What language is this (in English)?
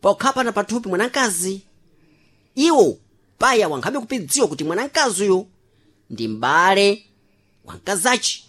Sena